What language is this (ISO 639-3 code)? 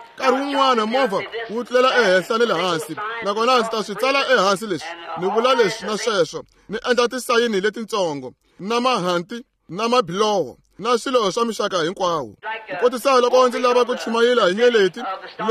tso